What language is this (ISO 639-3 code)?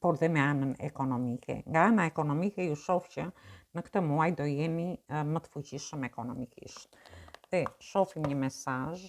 sqi